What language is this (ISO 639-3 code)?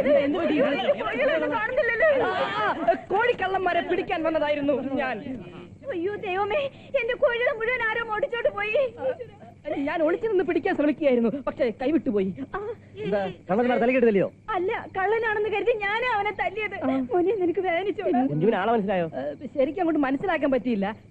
mal